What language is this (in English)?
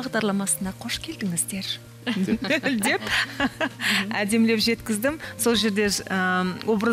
Kazakh